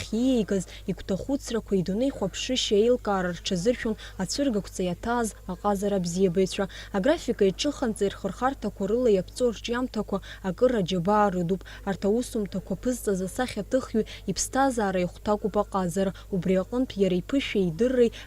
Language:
Abkhazian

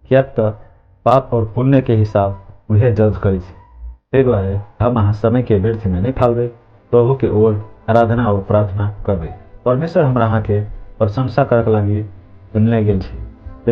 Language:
Maithili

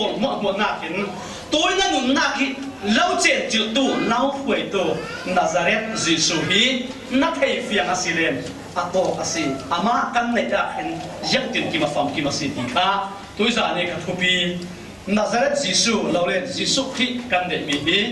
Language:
Falam Chin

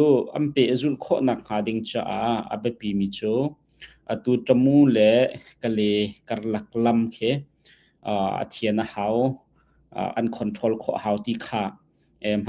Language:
Hakha Chin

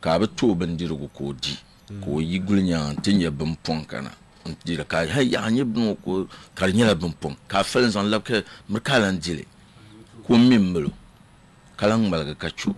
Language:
Dagbani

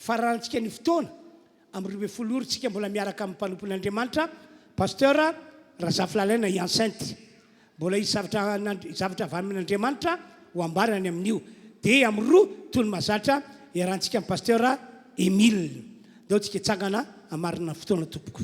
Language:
Malagasy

